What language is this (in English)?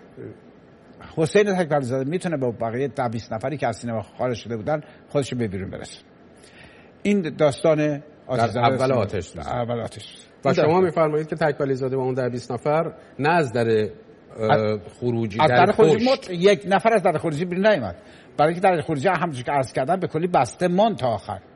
Persian